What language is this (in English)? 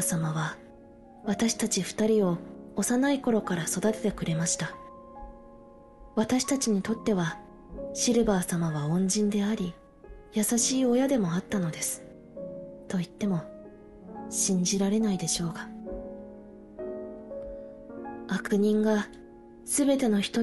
Japanese